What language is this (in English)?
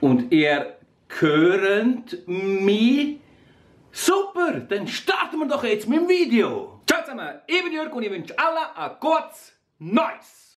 Swiss German